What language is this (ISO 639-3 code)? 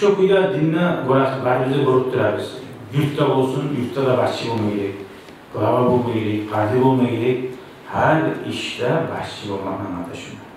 kum